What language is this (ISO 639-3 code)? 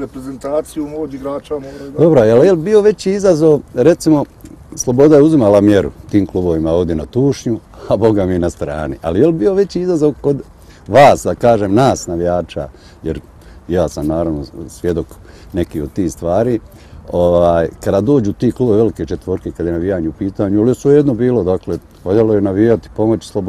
bos